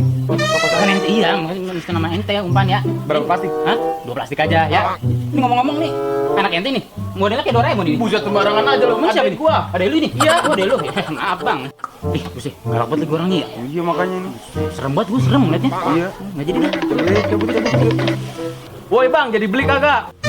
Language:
Betawi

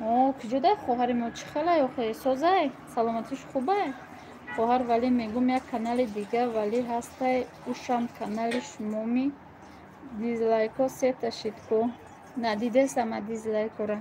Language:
Tajik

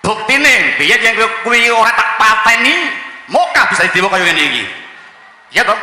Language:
Javanese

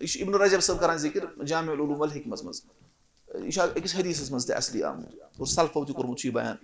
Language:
Kashmiri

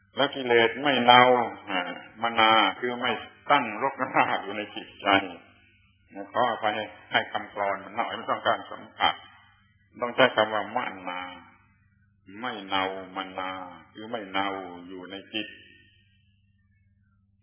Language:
Thai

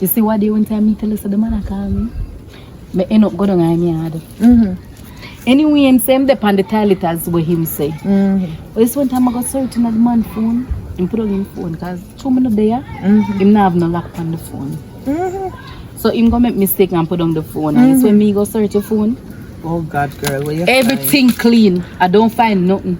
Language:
Jamaican Creole English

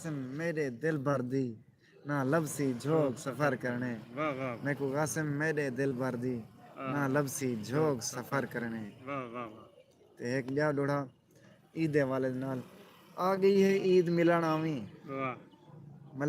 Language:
Saraiki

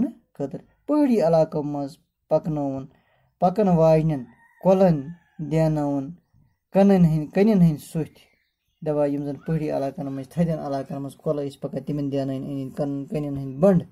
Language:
Kashmiri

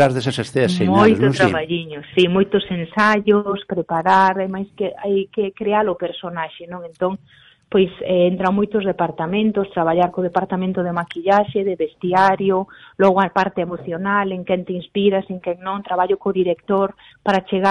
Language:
Galician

